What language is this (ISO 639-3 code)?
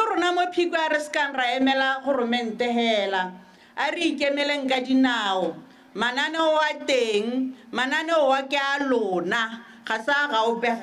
tsn